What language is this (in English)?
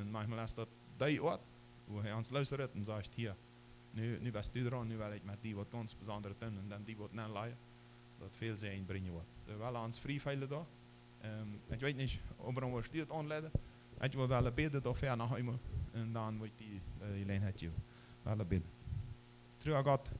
Plautdietsch